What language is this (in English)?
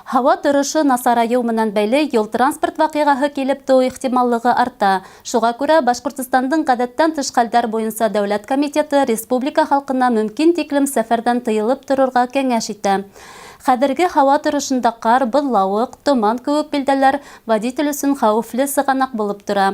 Bashkir